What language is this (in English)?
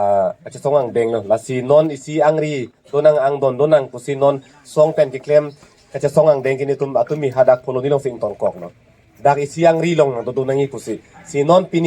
Karbi